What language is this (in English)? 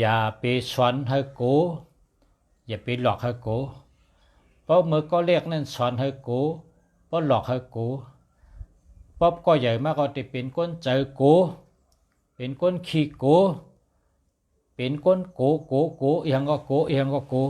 Shan